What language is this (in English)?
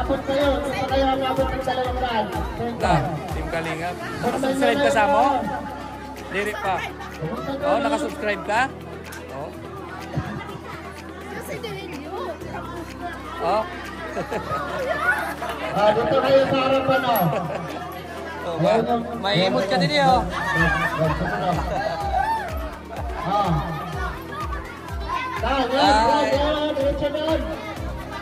Filipino